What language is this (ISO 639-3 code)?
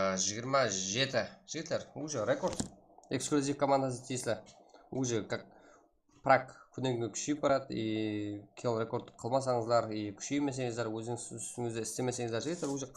kaa